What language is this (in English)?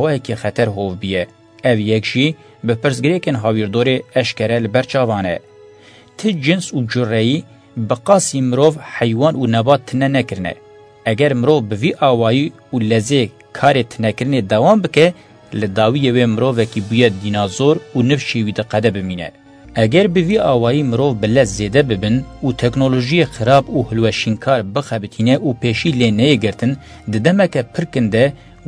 Kurdish